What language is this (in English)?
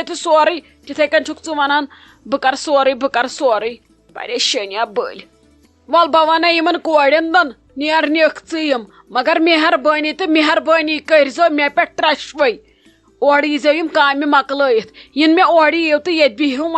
Kashmiri